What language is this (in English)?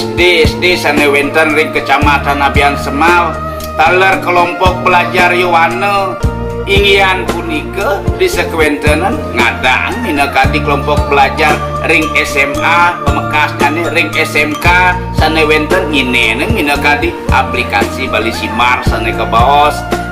Balinese